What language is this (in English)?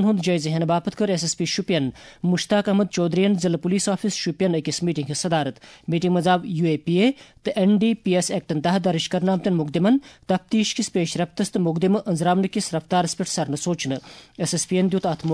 Kashmiri